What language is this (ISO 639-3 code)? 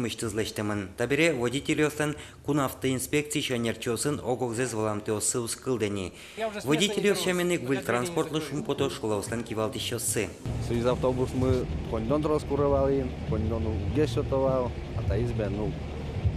udm